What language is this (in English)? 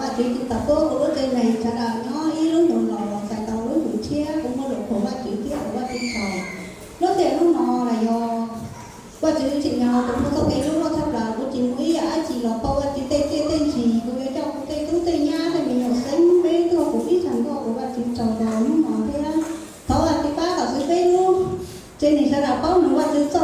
Hmong